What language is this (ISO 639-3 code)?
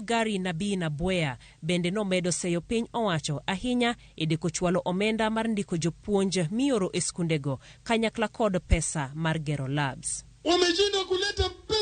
luo